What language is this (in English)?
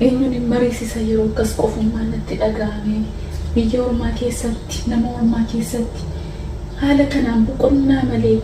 Oromo